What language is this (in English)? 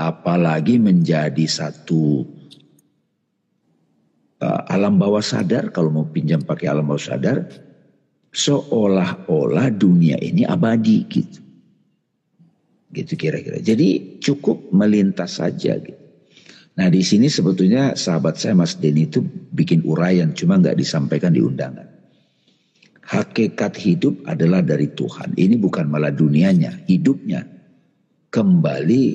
Indonesian